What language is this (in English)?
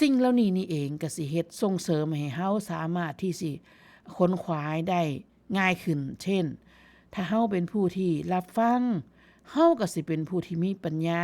Northeastern Thai